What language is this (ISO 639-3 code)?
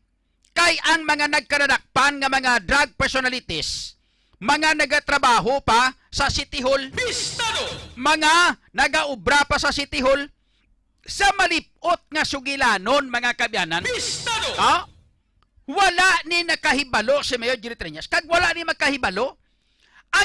hil